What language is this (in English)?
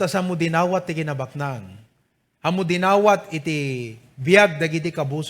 Iloko